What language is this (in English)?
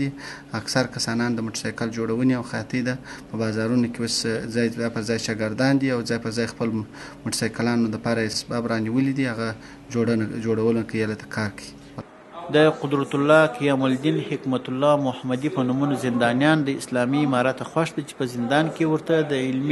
Pashto